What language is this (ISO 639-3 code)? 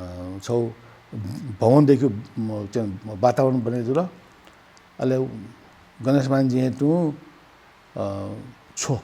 new